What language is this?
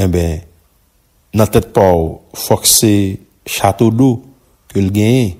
Haitian Creole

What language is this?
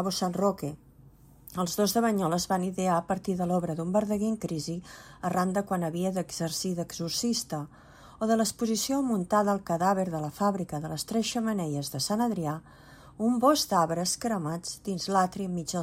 Catalan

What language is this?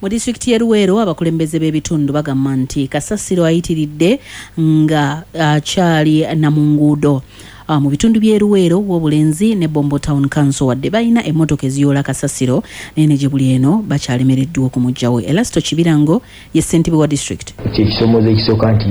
Ganda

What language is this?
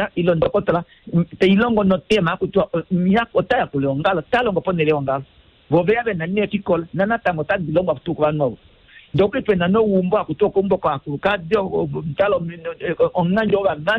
Kuanyama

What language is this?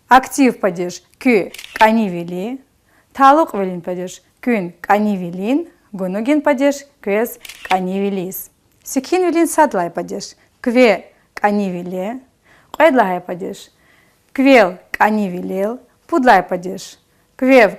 Lezghian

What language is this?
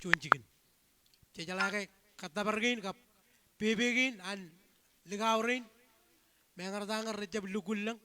Marshallese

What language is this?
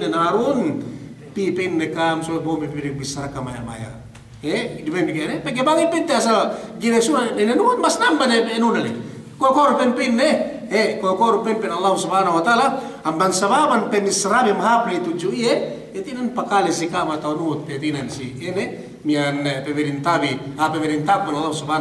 Yakan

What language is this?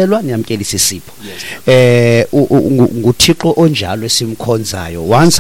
Xhosa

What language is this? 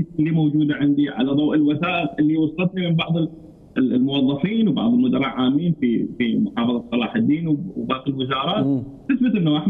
Mesopotamian Arabic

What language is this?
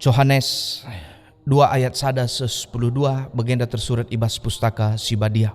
Batak Karo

